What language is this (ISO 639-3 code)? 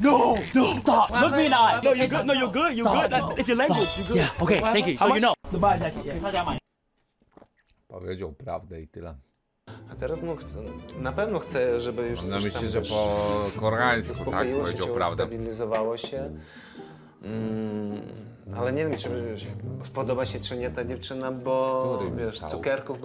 pol